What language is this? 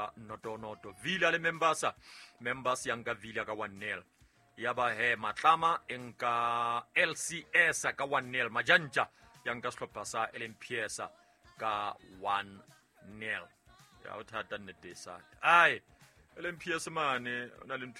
Southern Sotho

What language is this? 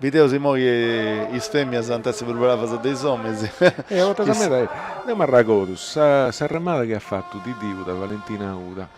Sardinian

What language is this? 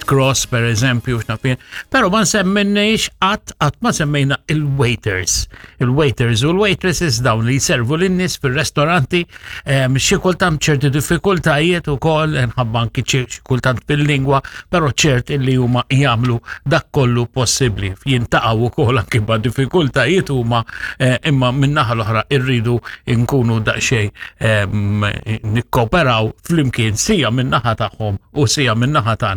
Maltese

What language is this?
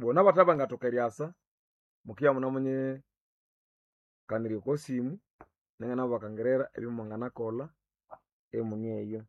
Nande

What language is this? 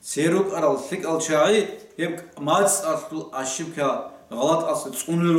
Avaric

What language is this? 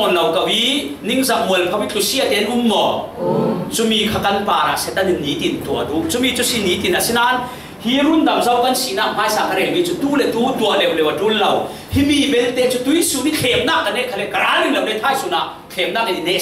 Falam Chin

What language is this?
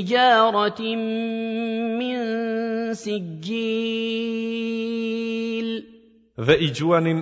Albanian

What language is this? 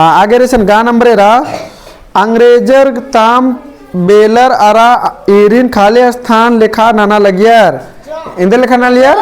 Kurukh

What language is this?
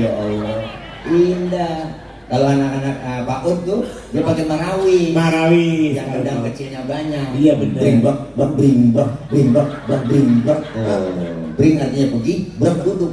Betawi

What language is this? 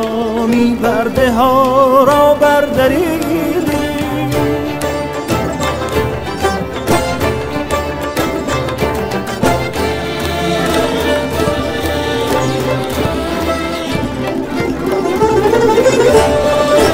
Persian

